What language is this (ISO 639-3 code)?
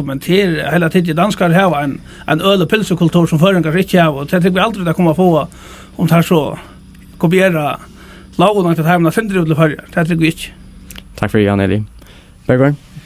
fao